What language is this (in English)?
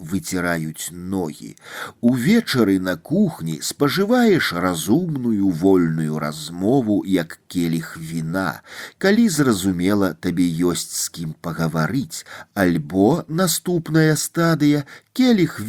Belarusian